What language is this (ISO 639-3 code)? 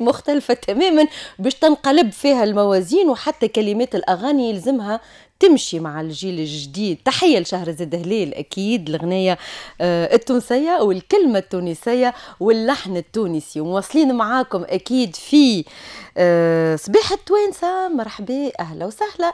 aeb